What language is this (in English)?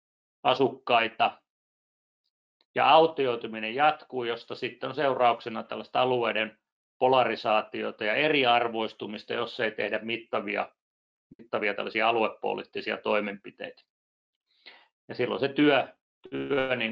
Finnish